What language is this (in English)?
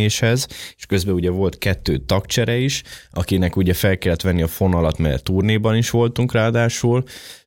Hungarian